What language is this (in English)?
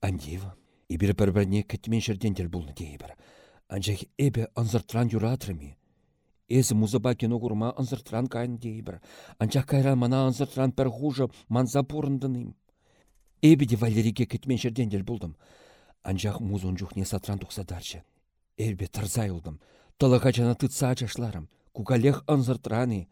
Chuvash